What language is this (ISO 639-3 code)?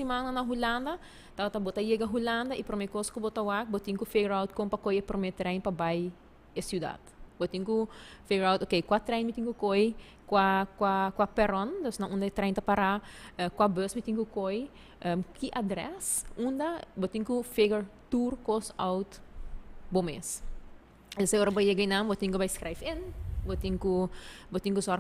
pap